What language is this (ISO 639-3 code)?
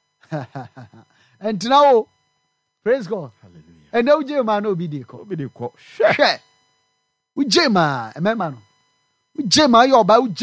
aka